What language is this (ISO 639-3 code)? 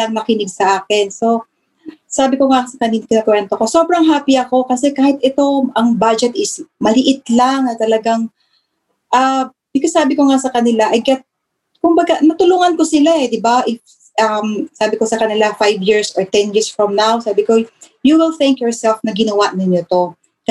fil